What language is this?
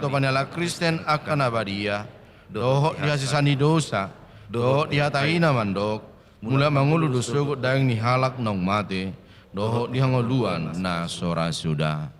Batak Toba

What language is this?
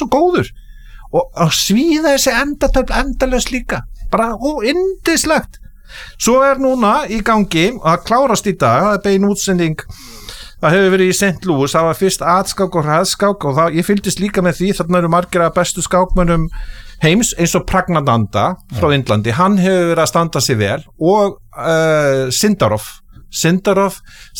Icelandic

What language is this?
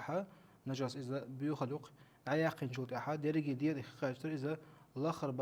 Chechen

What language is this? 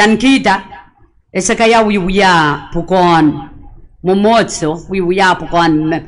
Pohnpeian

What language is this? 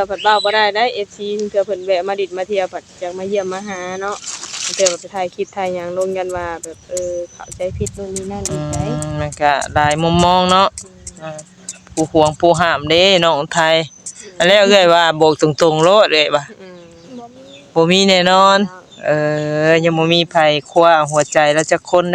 Northeastern Thai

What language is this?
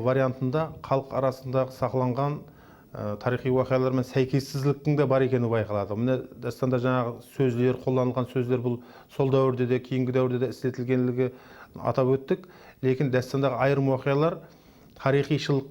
Kara-Kalpak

